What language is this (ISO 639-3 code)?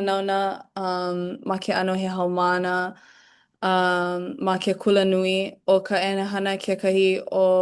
haw